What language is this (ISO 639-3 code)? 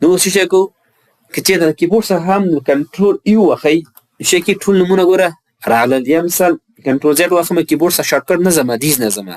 pus